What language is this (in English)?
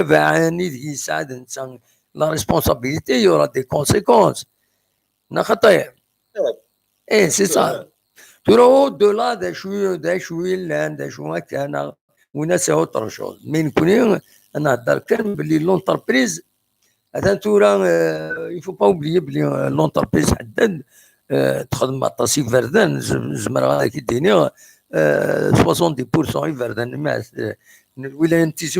Kabyle